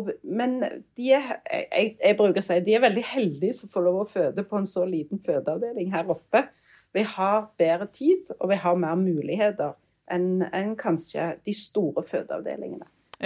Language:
Norwegian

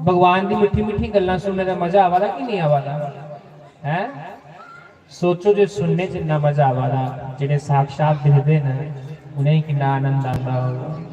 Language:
Dogri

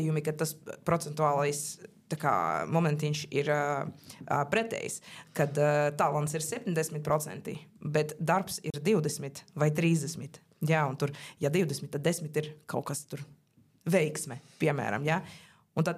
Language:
Latvian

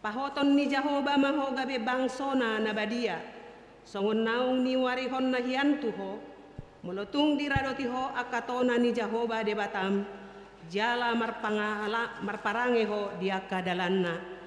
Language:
Batak Toba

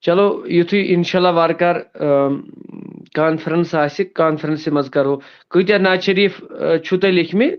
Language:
Kashmiri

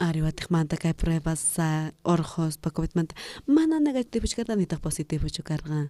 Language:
South Bolivian Quechua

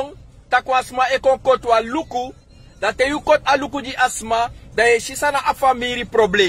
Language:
Sranan Tongo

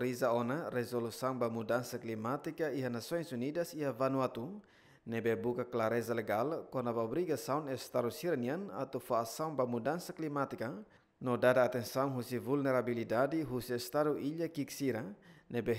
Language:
Tetum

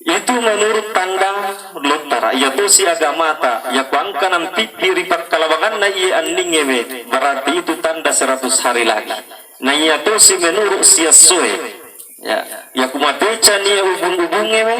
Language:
Buginese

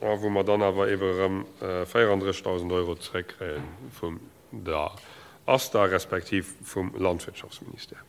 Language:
Luxembourgish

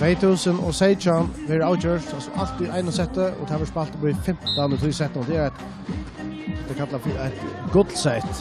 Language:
Faroese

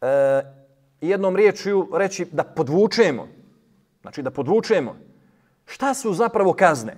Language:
Bosnian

